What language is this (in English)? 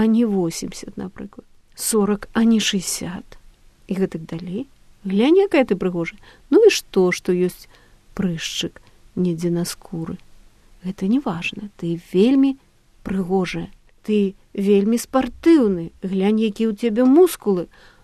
Belarusian